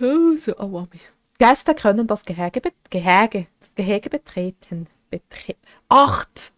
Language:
Swiss German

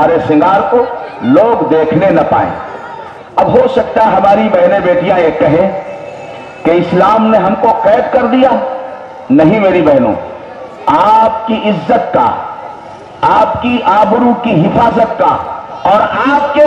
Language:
Urdu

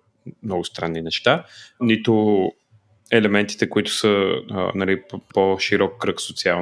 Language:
Bulgarian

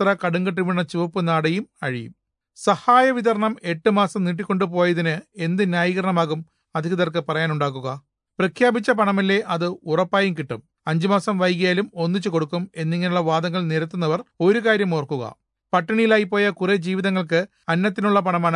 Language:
Malayalam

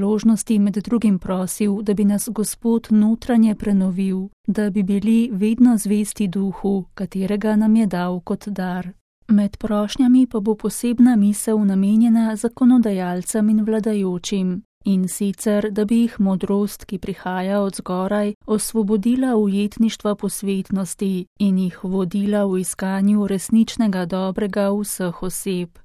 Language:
Slovenian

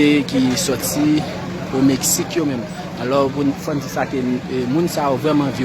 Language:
Haitian Creole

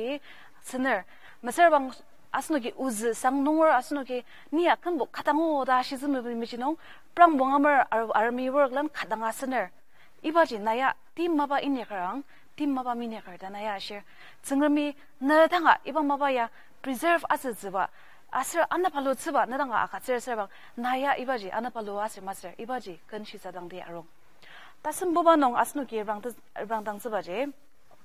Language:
Ao Naga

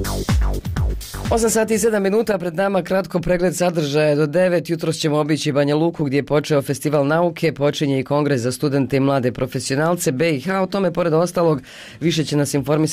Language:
Bosnian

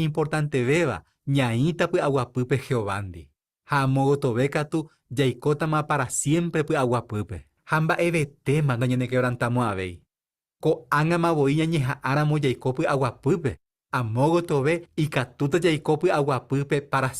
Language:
Guarani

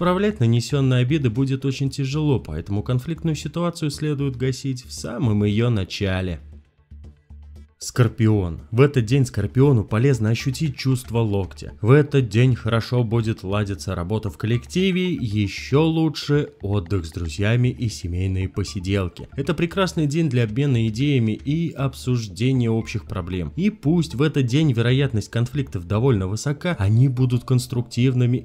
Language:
Russian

